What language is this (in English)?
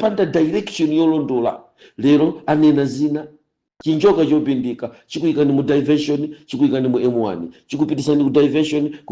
Nyanja